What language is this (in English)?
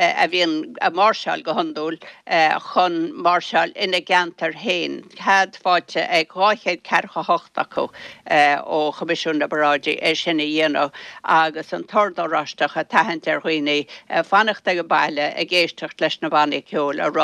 Irish